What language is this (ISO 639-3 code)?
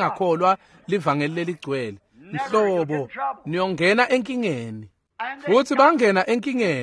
ssw